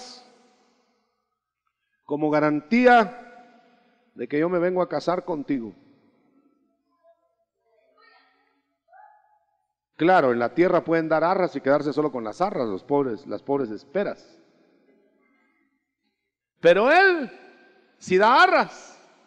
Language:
Spanish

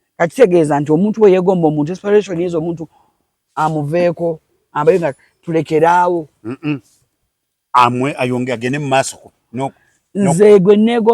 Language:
Ganda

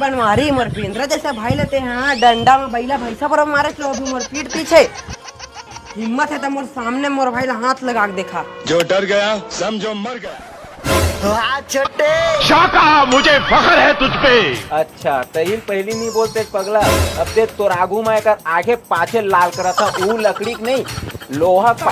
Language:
Chhattisgarhi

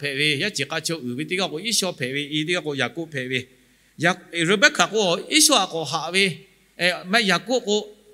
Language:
Lahu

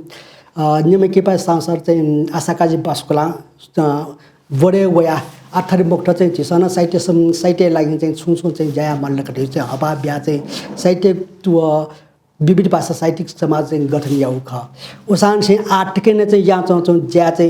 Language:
Newari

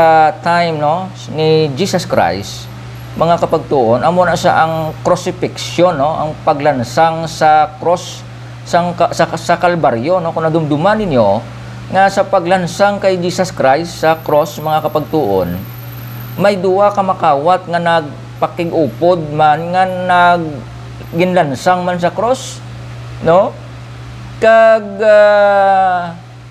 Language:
Hiligaynon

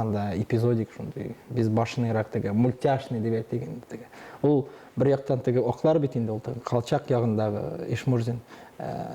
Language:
Tatar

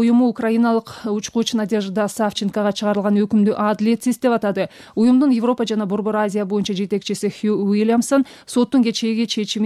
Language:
Kyrgyz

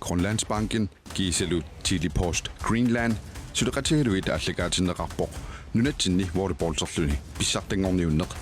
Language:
Kalaallisut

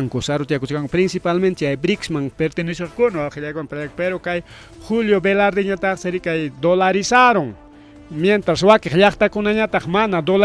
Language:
Ayacucho Quechua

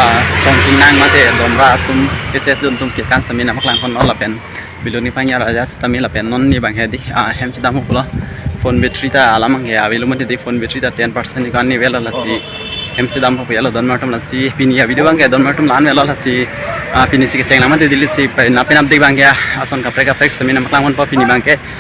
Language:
Karbi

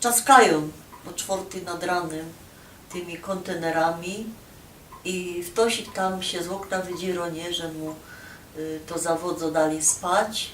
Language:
Silesian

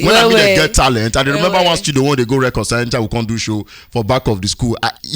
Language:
Nigerian Pidgin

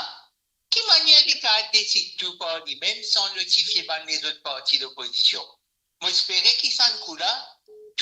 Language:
Morisyen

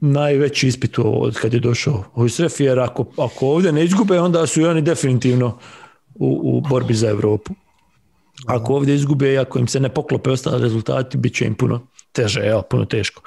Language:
Bosnian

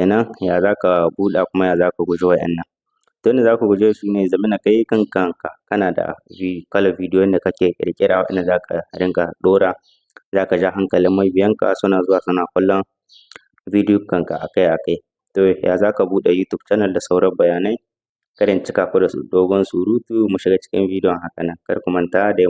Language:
Hausa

